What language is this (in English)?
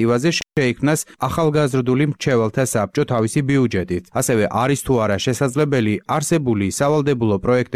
Georgian